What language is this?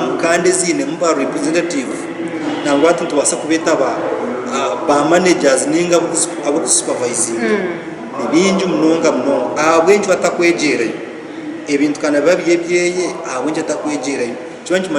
Nyankole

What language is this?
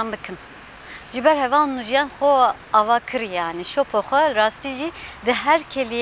Kurdish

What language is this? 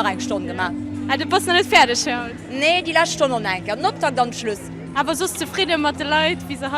Luxembourgish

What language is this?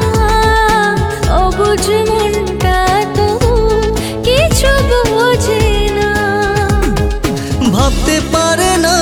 Bangla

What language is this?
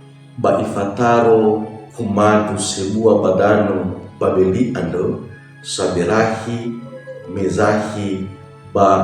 Nias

